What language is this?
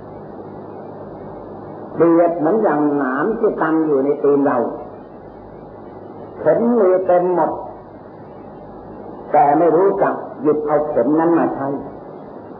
Thai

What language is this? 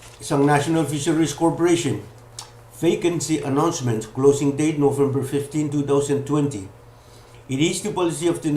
Pohnpeian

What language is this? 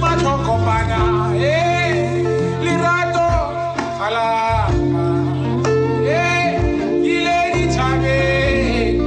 Tswana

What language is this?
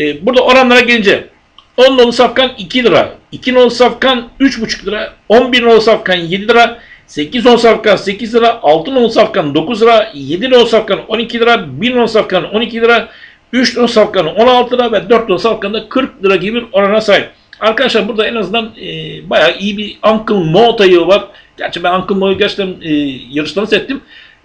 Turkish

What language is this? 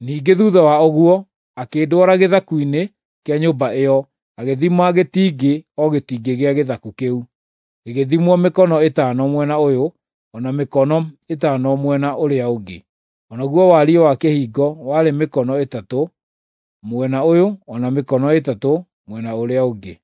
Kikuyu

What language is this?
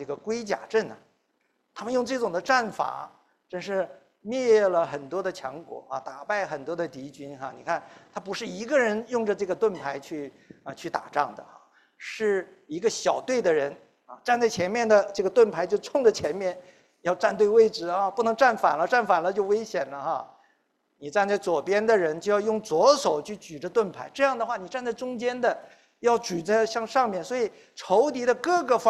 Chinese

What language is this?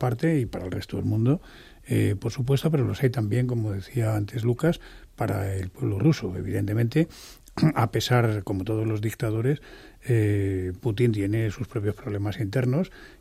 Spanish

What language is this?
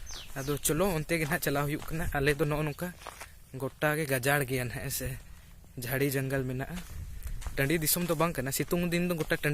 Santali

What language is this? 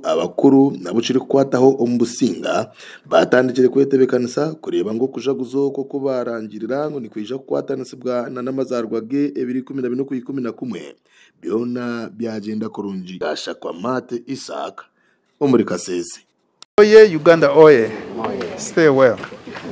Nyankole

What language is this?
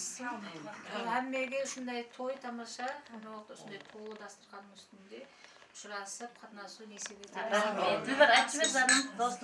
Kara-Kalpak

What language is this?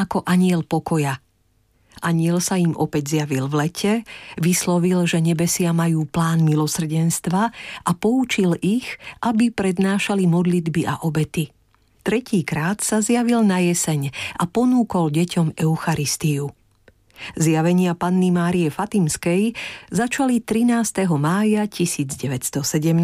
Slovak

